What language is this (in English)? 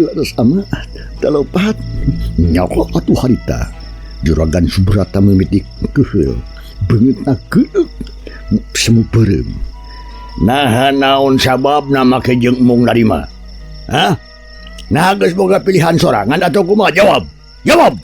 Sundanese